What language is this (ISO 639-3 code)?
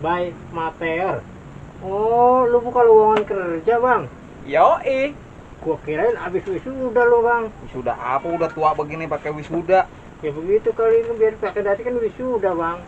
bew